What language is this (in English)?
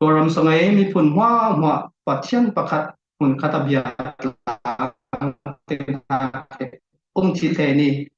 Falam Chin